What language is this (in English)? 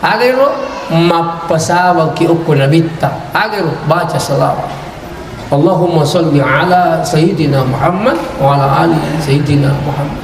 Buginese